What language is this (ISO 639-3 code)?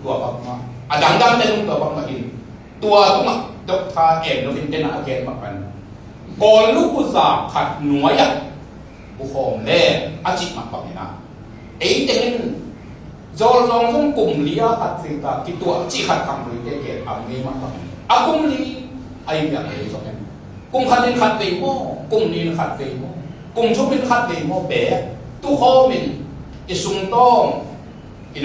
ctd